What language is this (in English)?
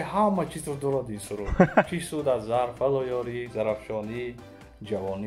Tajik